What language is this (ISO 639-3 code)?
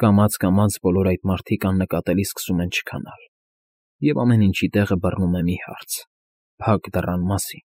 hye